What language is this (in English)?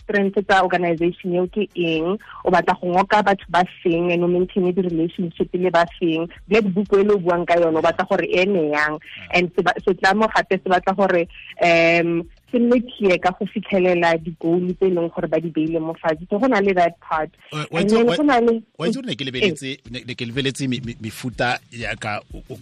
Tswana